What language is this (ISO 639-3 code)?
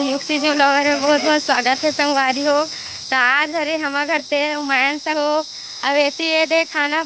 hne